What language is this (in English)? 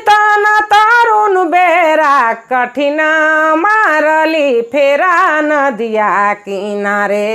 Sadri